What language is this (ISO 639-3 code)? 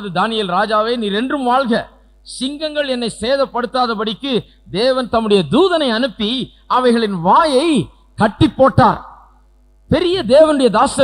tam